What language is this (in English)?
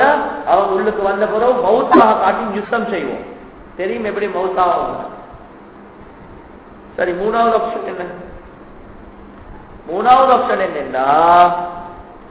Tamil